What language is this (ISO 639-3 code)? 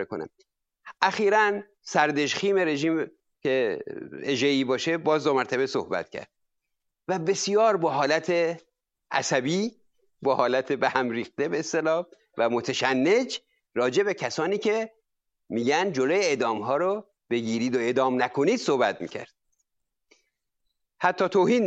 fas